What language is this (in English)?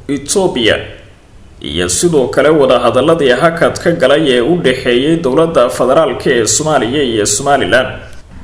Somali